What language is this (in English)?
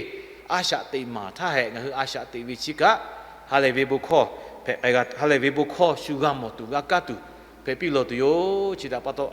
Lahu